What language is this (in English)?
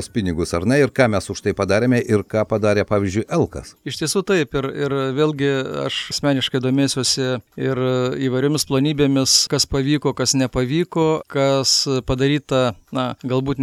Lithuanian